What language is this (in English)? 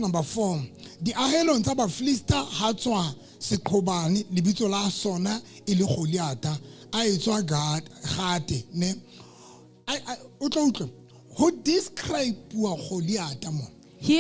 Southern Sotho